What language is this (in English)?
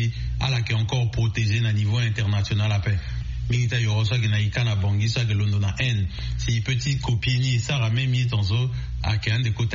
Sango